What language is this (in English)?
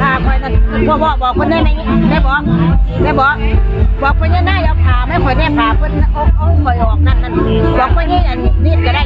Northeastern Thai